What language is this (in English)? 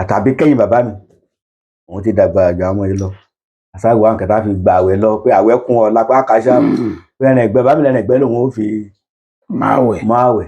Yoruba